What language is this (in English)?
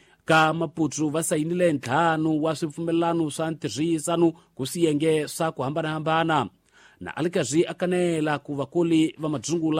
Tsonga